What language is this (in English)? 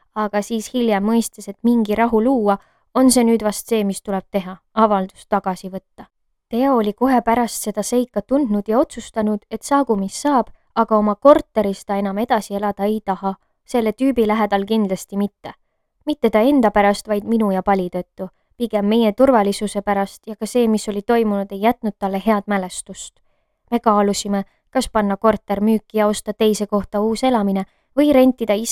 Estonian